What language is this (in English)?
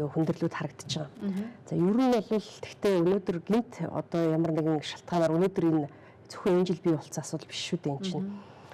Mongolian